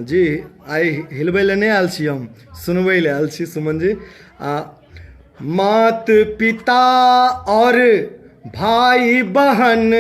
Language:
Maithili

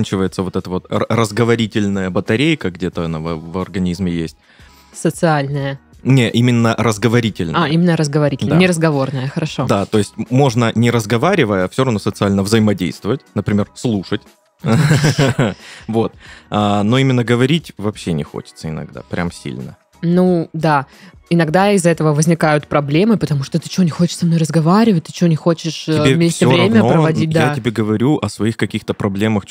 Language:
Russian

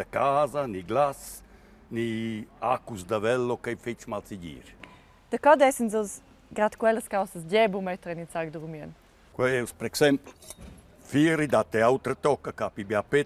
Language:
Romansh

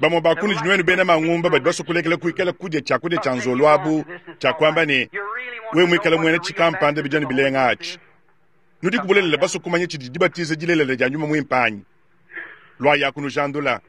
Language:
Luba-Lulua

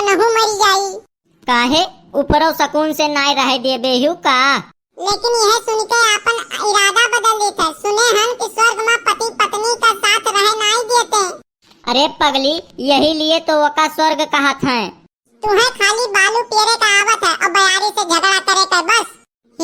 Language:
Awadhi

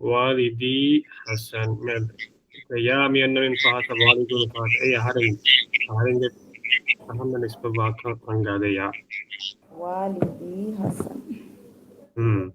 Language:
Divehi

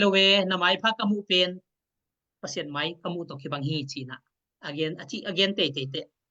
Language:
Tedim Chin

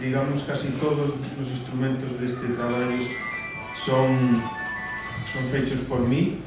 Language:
Asturian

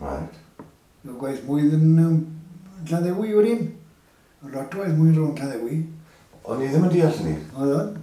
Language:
Welsh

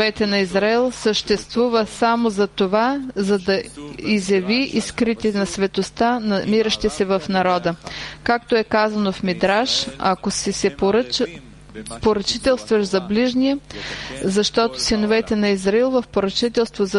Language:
Bulgarian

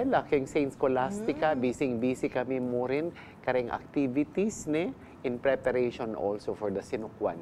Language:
Pampanga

